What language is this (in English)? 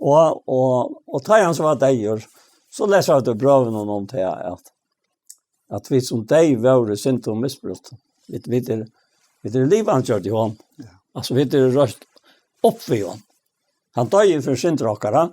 Faroese